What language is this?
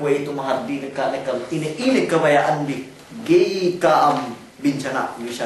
Yakan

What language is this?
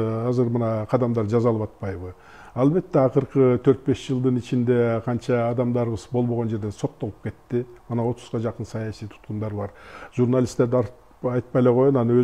Kyrgyz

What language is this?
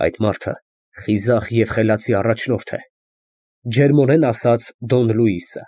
Armenian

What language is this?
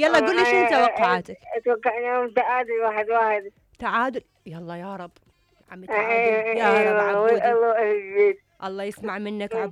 Mesopotamian Arabic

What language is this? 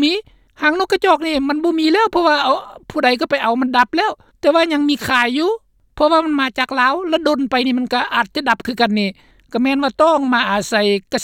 Lao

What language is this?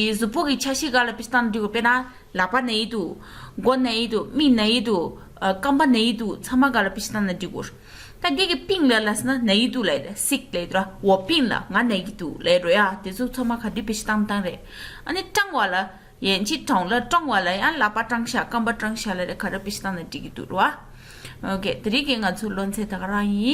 Tibetan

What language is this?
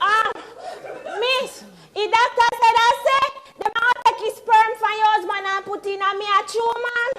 Jamaican Creole English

